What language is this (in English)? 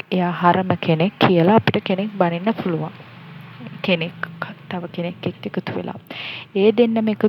Sinhala